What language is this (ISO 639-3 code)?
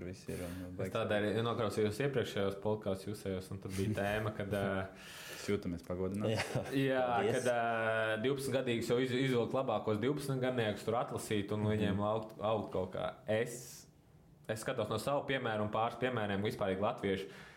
lav